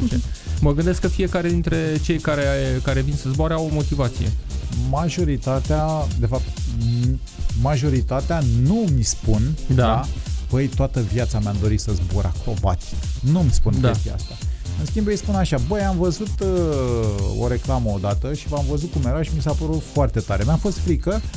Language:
Romanian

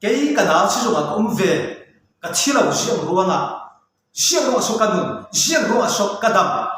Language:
Falam Chin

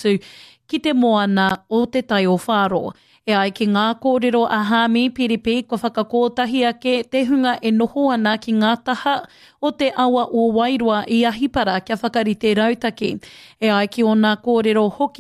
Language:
Māori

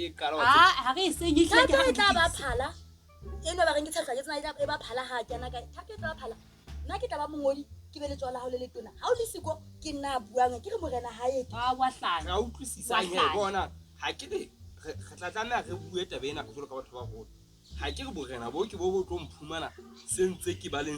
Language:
Southern Sotho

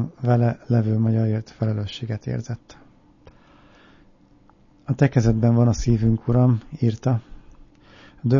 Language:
Hungarian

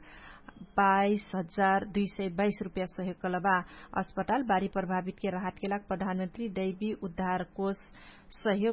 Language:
Dangaura Tharu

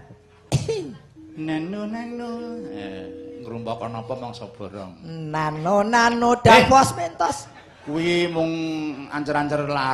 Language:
Javanese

